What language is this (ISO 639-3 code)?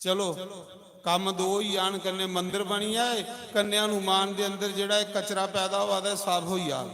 doi